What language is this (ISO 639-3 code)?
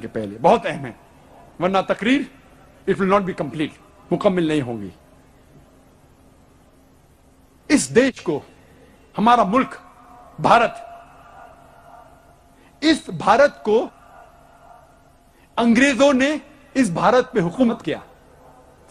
urd